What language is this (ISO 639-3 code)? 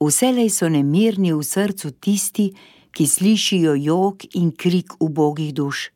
slv